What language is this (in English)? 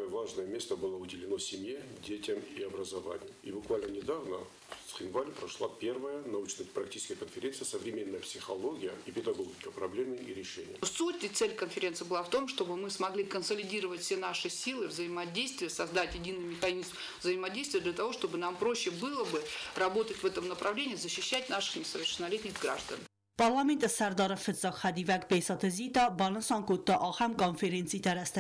Ossetic